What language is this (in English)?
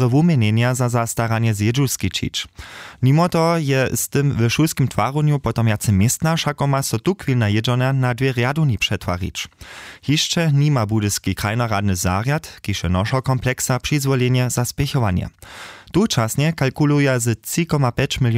Upper Sorbian